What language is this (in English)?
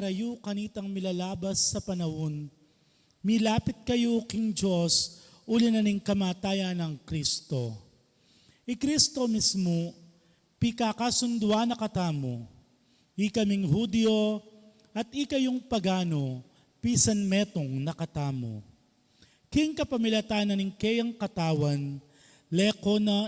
Pampanga